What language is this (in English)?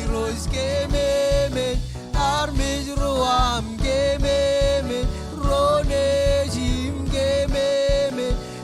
Marshallese